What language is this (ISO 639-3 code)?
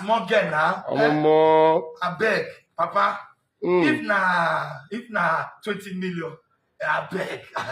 pcm